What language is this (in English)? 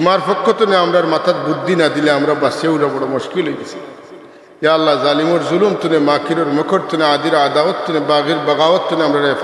Sylheti